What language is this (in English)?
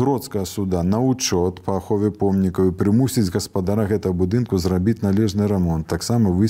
Belarusian